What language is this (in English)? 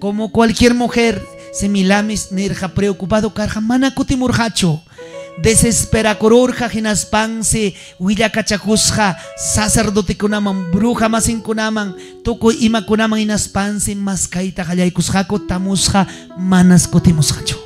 Ayacucho Quechua